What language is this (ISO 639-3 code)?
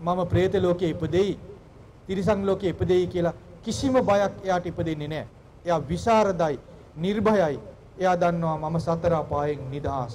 sin